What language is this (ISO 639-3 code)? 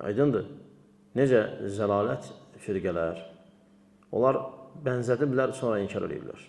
aze